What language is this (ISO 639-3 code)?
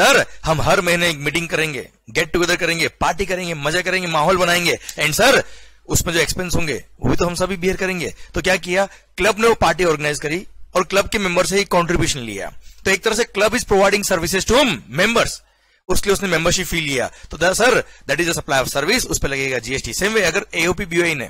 hin